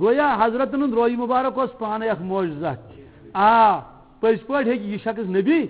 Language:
Kashmiri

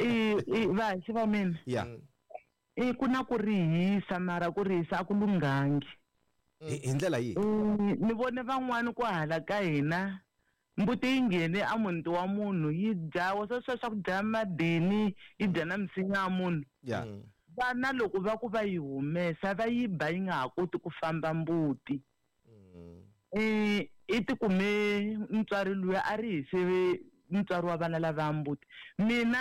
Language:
Tsonga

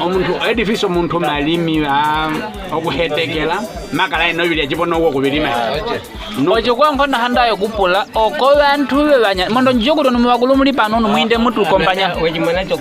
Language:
Nyaneka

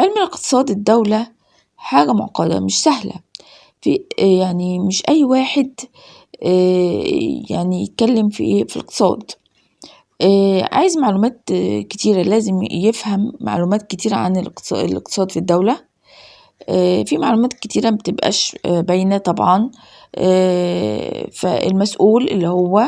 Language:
Egyptian Arabic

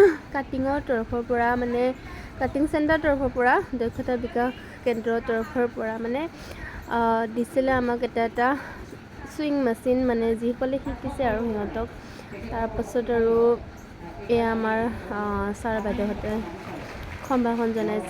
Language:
Assamese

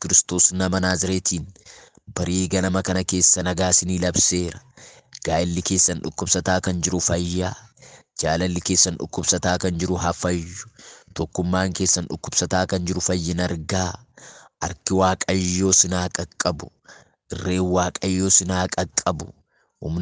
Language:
Oromo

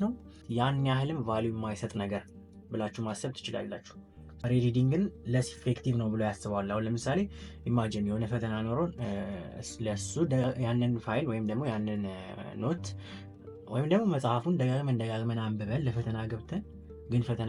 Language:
Amharic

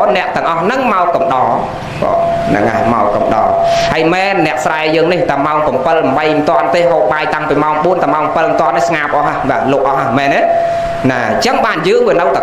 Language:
Khmer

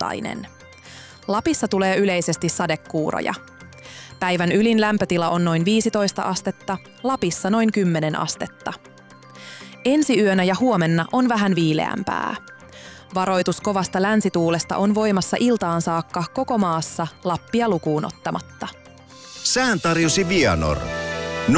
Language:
Finnish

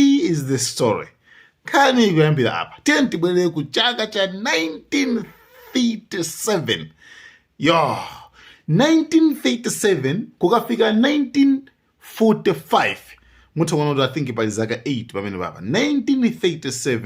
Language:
Nyanja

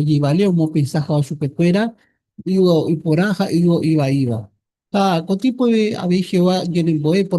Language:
Guarani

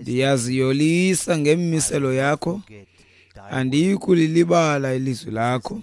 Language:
Xhosa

